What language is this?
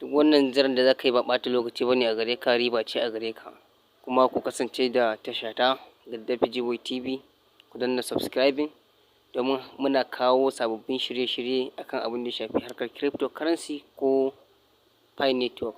Hausa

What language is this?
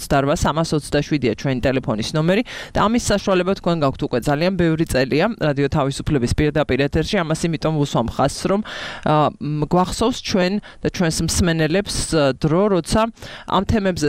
Georgian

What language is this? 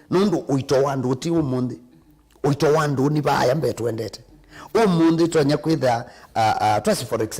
Kamba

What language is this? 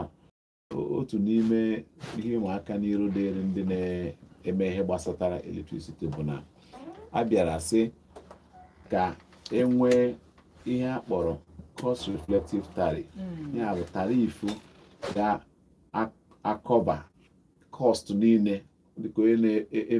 Igbo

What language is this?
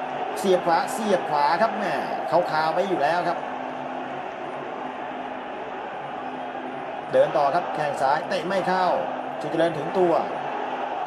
Thai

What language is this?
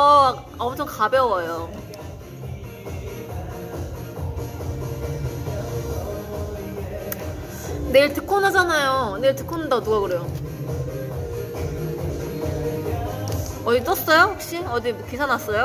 Korean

